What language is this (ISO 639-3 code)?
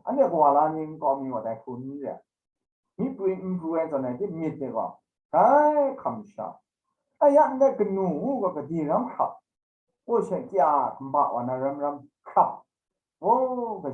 kac